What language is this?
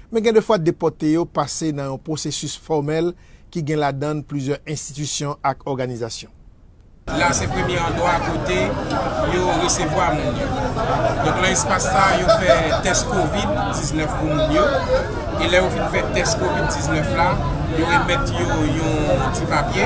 Haitian Creole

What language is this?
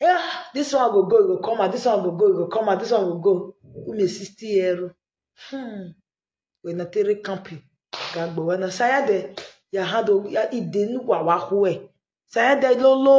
Nigerian Pidgin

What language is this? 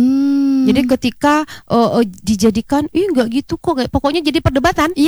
Indonesian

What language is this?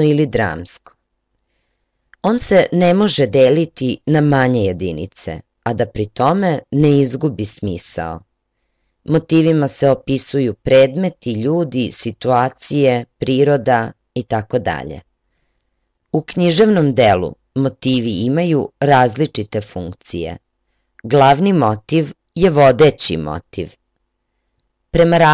Serbian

